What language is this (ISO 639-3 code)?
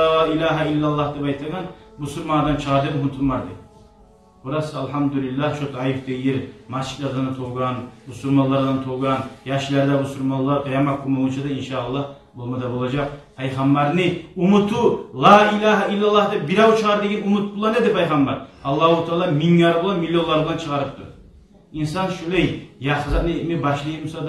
kum